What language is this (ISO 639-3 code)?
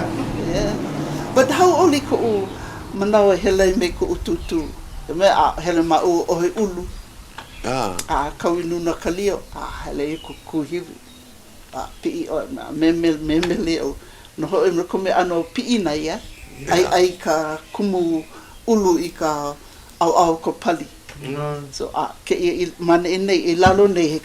haw